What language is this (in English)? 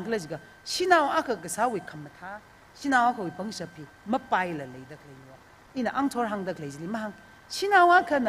Tangkhul Naga (India)